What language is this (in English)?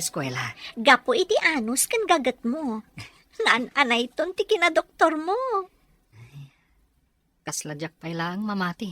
Iloko